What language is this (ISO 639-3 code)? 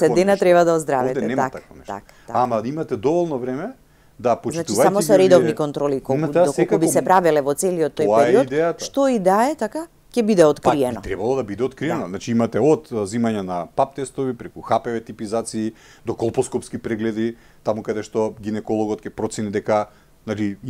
mkd